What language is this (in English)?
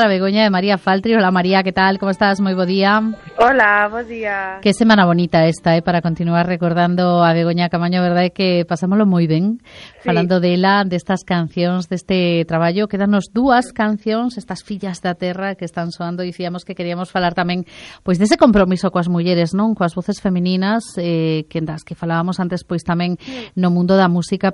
Galician